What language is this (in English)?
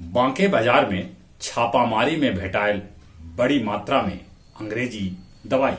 Magahi